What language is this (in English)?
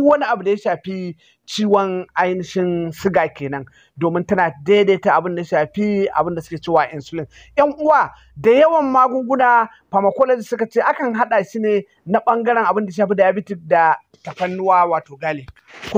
Hausa